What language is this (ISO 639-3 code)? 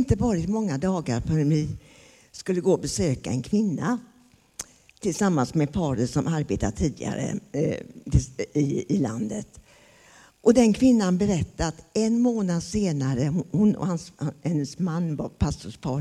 swe